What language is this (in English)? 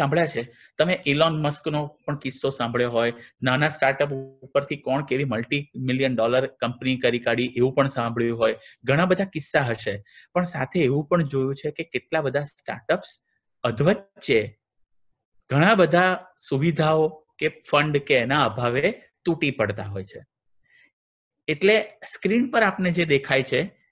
Gujarati